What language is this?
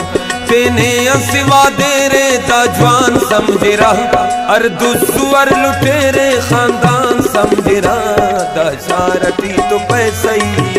Brahui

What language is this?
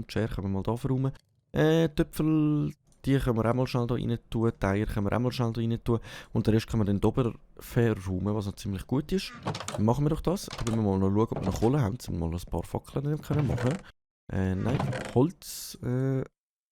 Swiss German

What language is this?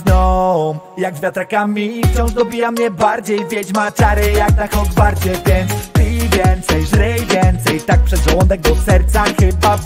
Polish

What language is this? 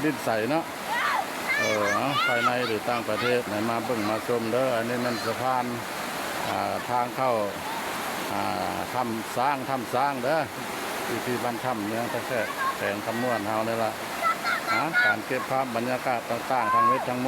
Lao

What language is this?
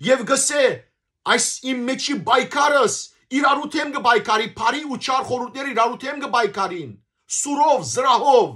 Western Armenian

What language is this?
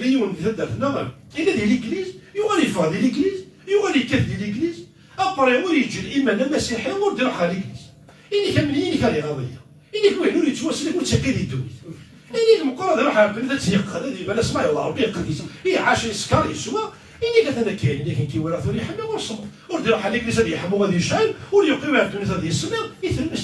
Kabyle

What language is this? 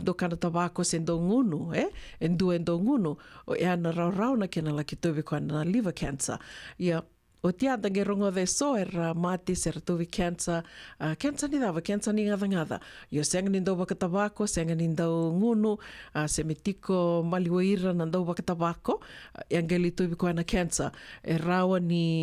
Fijian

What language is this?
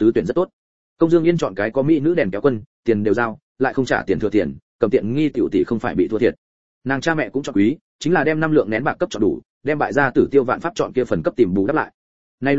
Vietnamese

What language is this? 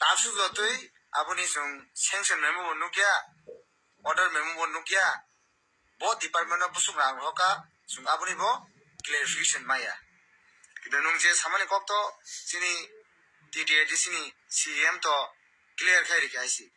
Kok Borok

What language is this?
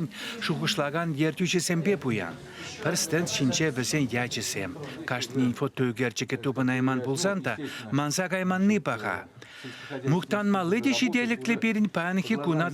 Chuvash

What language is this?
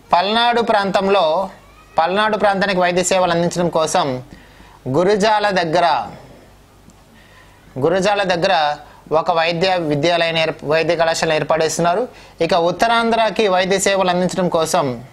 Telugu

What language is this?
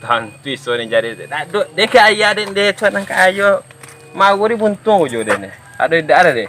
Minangkabau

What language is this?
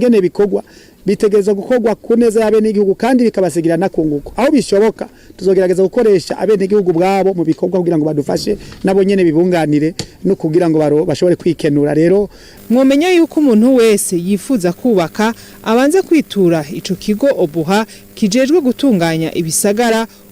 Rundi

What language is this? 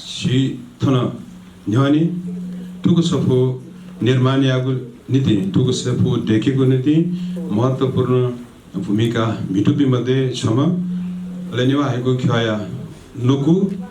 Newari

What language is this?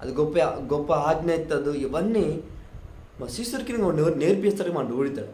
Koya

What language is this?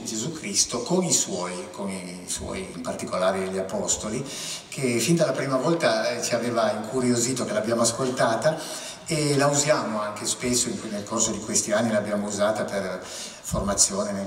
Italian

